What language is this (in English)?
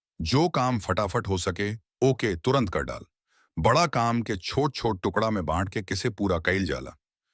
Bhojpuri